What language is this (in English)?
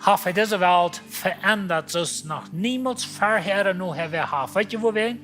Plautdietsch